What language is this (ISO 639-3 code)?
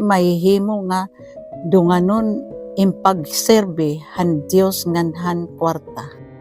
war